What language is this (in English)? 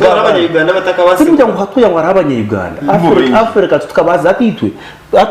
Nyankole